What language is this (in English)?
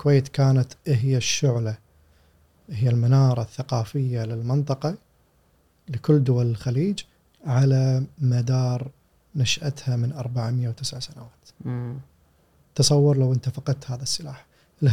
Gulf Arabic